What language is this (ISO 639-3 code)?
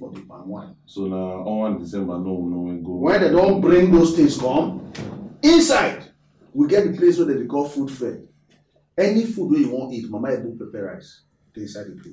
pcm